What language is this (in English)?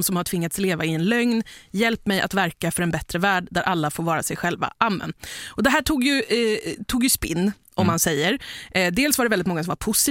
Swedish